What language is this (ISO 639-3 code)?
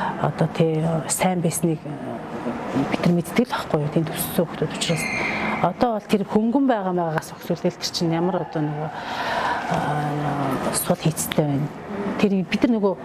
mon